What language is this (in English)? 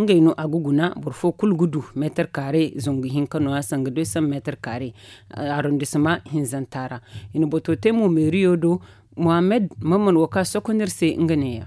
Zarma